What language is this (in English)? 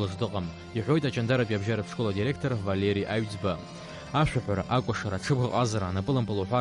Abkhazian